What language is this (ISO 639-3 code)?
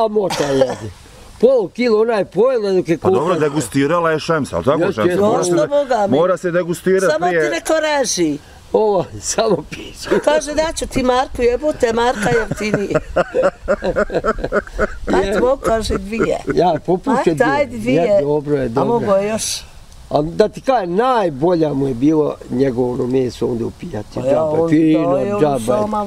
bos